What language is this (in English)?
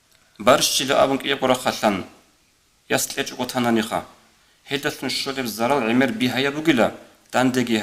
Avaric